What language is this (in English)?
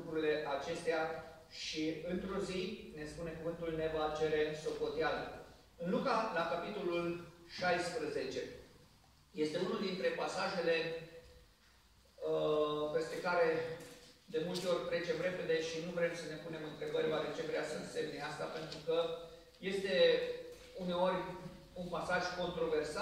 Romanian